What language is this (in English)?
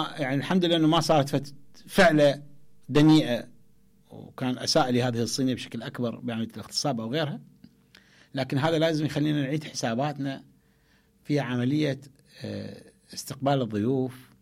Mesopotamian Arabic